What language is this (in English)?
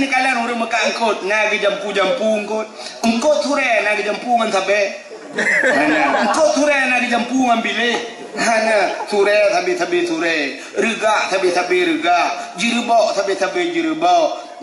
Achinese